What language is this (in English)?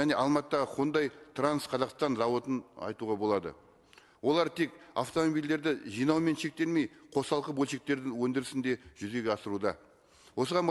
Kazakh